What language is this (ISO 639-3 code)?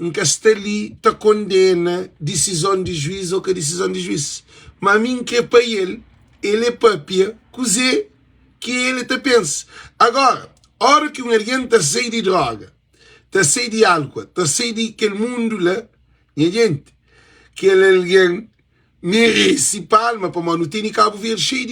kea